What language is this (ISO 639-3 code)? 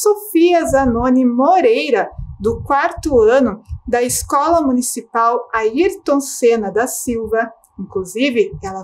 por